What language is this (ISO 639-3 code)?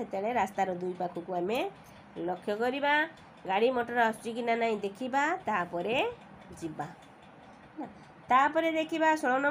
ori